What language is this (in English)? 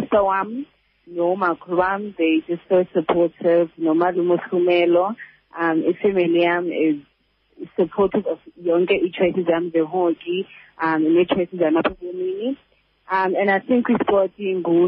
Xhosa